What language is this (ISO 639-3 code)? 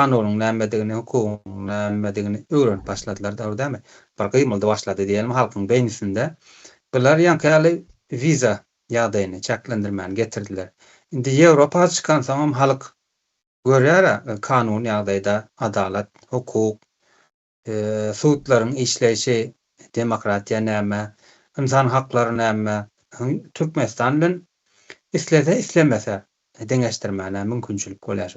tuk